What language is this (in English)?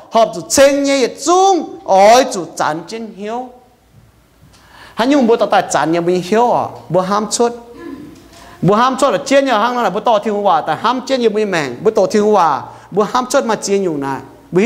Iu Mien